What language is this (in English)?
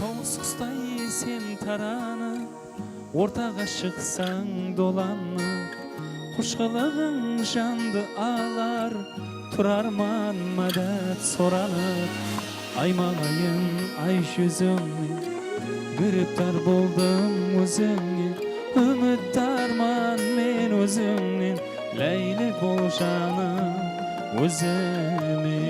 Kara-Kalpak